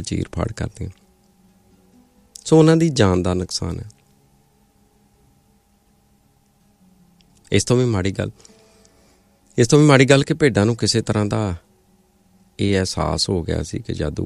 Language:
Punjabi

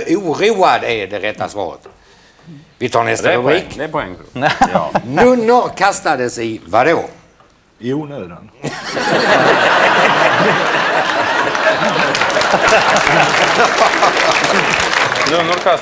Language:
Swedish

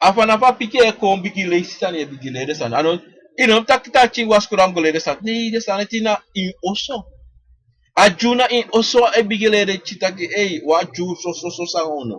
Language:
Sranan Tongo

